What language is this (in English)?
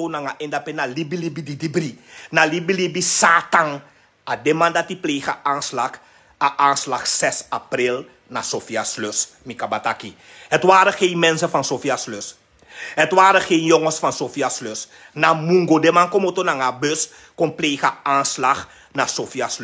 Sranan Tongo